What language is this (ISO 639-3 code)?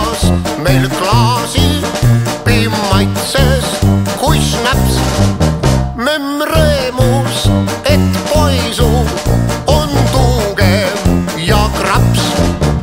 est